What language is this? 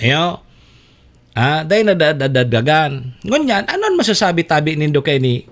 Bikol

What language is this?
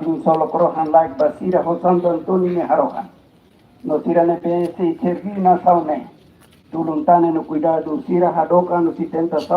Tetum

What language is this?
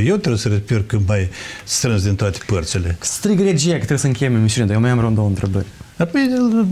Romanian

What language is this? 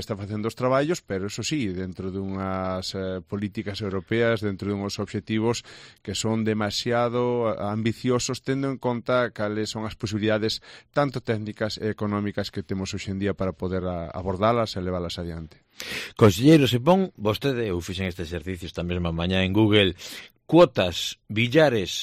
Galician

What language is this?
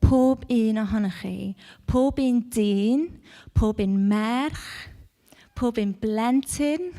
Welsh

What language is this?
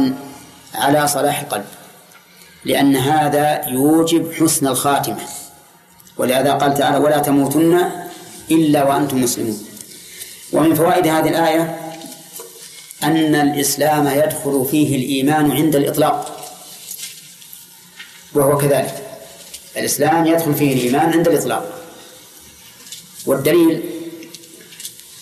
Arabic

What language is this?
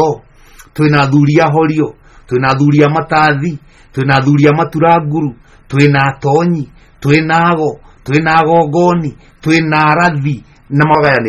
Kikuyu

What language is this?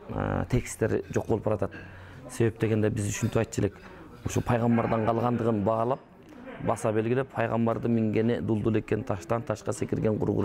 Kyrgyz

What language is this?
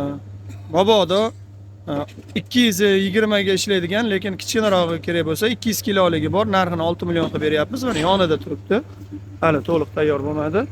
Uzbek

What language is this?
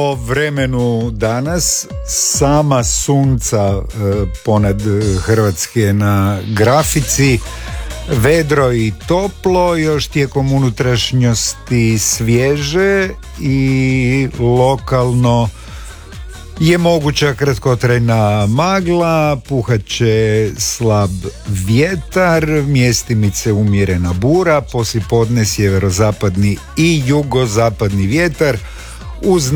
Croatian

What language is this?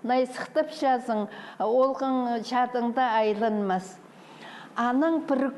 Khakas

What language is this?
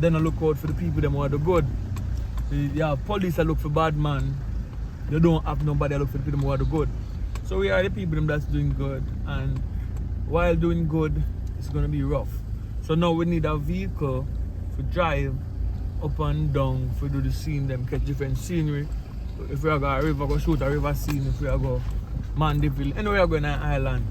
Jamaican Creole English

